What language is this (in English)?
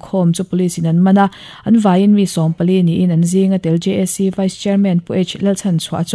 Mizo